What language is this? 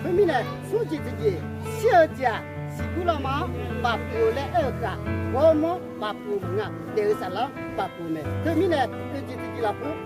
Akha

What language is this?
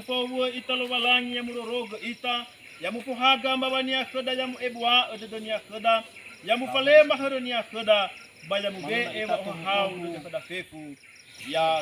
Nias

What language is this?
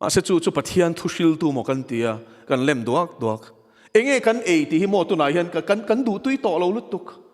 Mizo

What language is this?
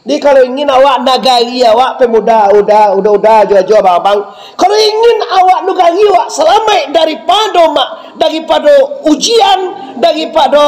Minangkabau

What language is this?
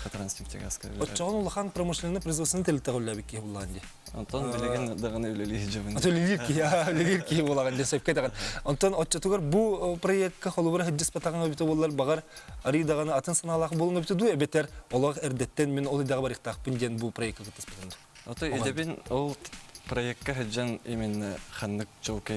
Yakut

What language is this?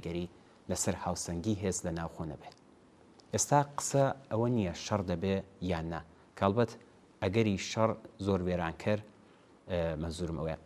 Central Kurdish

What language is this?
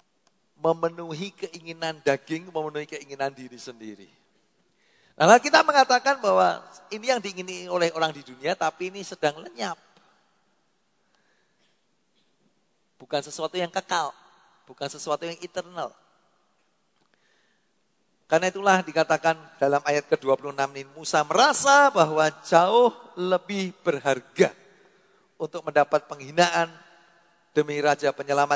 Indonesian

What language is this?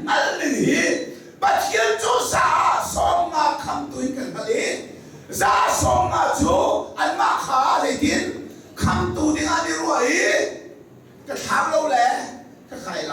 Hakha Chin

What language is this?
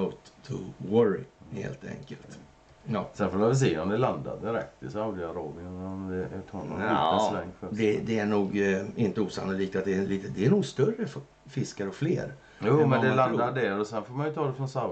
Swedish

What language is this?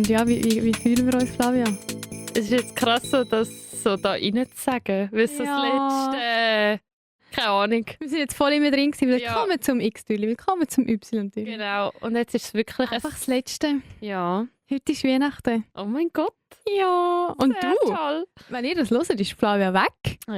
Swiss German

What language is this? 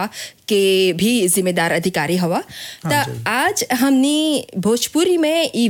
Bhojpuri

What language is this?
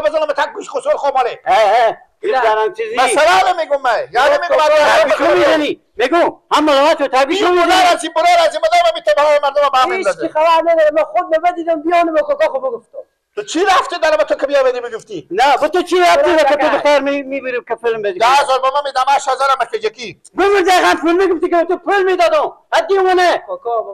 Persian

